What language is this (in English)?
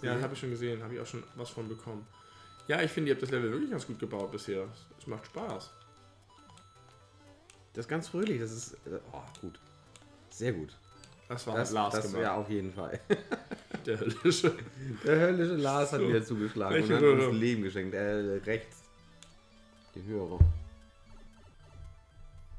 German